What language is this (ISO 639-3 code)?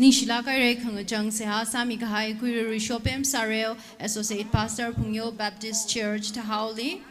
nmf